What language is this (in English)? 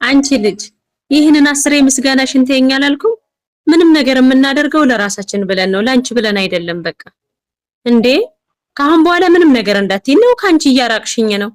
Amharic